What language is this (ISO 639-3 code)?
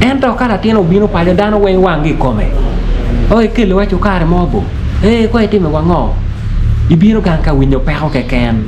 ach